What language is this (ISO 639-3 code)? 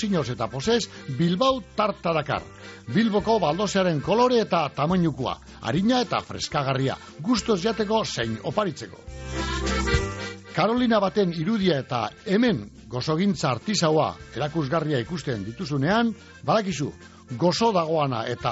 eus